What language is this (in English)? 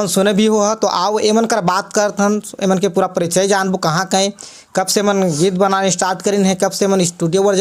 Chhattisgarhi